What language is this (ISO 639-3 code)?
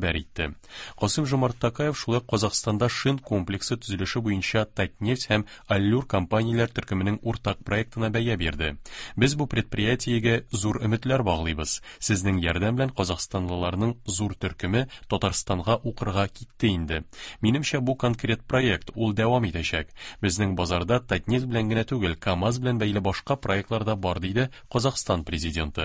tat